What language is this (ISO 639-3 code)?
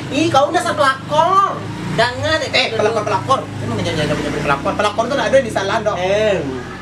min